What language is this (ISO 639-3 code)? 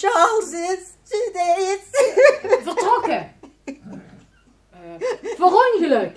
lim